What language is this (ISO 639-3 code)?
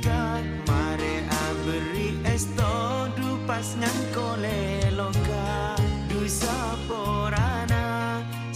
mad